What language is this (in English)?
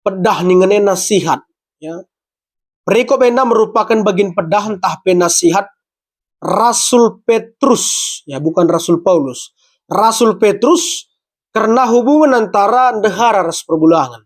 Batak Karo